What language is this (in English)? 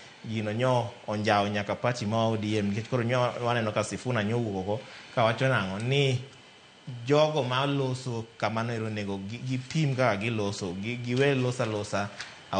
Luo (Kenya and Tanzania)